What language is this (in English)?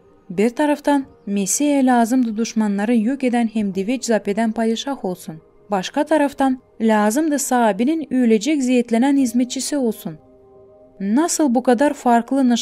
Gagauz